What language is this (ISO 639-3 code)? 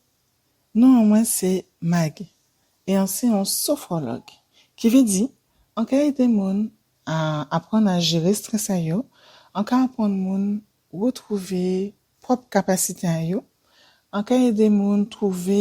gcf